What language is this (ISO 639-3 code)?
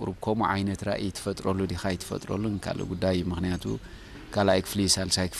tir